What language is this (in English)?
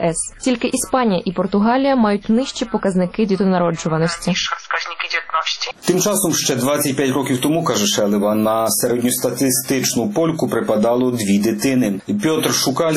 Ukrainian